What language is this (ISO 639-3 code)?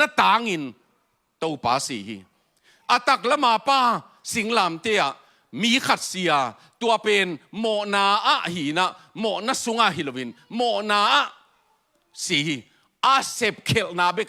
ctd